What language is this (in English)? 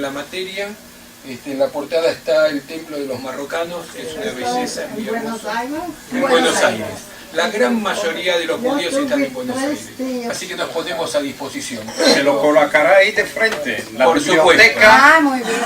Ladino